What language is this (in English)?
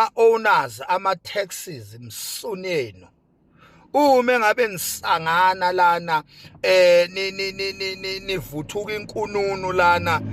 Zulu